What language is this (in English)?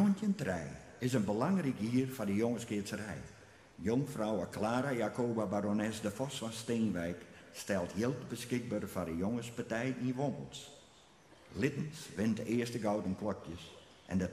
Western Frisian